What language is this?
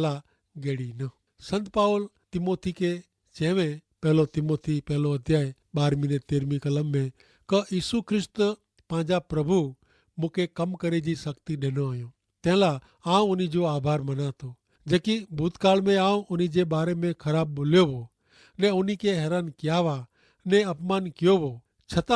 Kachhi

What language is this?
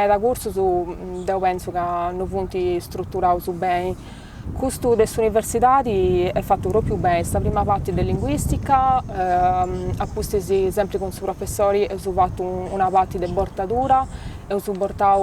Sardinian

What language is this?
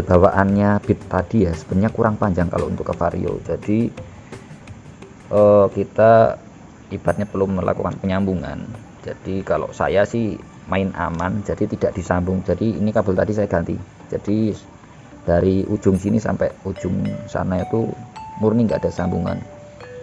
Indonesian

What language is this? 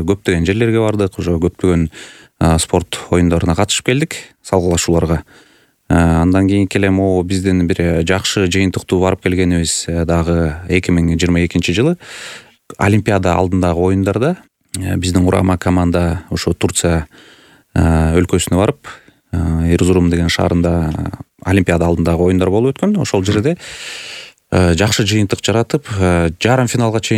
Kyrgyz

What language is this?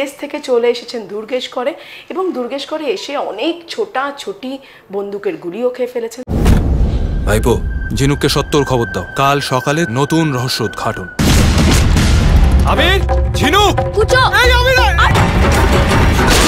Bangla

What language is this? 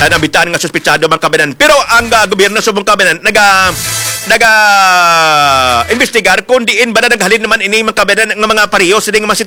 Hiligaynon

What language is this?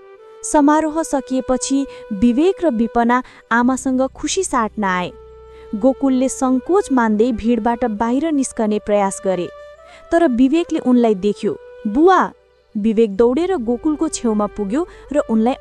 Nepali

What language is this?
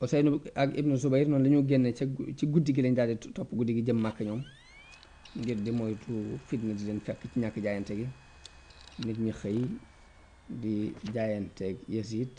Wolof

